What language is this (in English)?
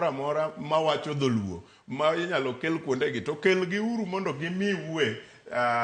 Luo (Kenya and Tanzania)